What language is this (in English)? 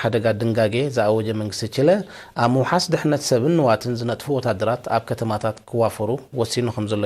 Tigrinya